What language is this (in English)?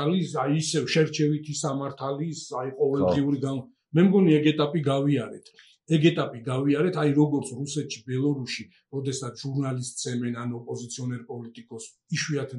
Georgian